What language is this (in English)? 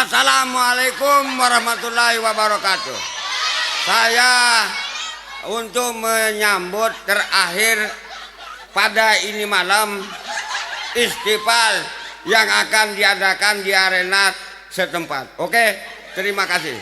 Sasak